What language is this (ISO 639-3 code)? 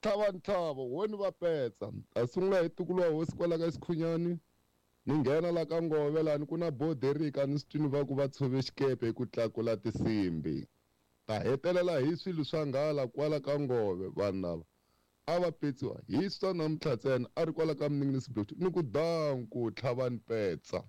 tso